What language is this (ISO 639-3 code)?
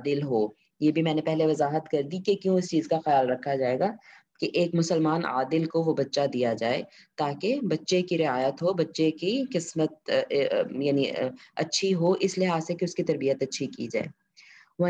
urd